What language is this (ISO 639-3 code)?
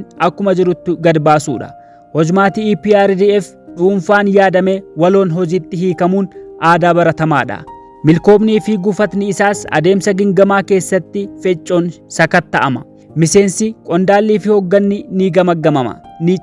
orm